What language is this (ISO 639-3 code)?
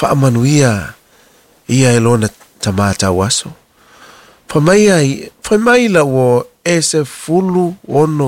smo